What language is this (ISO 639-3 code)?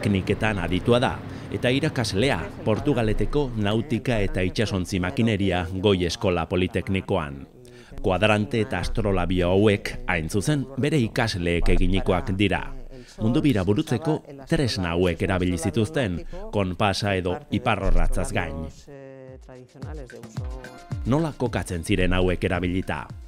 eus